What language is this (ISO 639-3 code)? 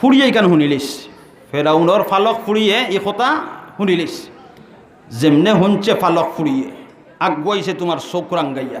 syl